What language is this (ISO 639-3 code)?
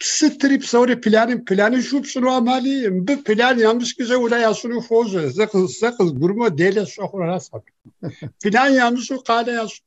kbd